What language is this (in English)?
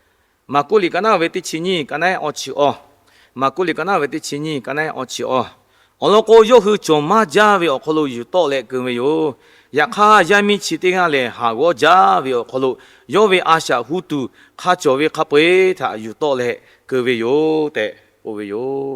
Lahu